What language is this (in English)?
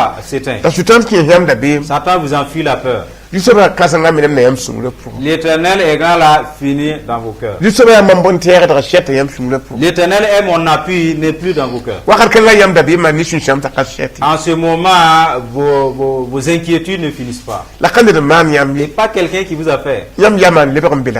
Mossi